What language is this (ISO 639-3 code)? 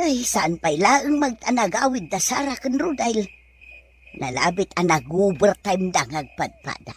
ilo